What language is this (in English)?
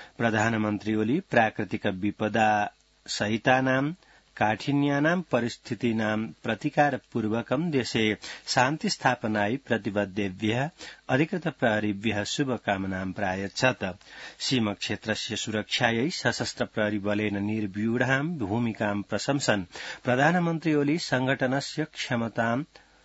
Sanskrit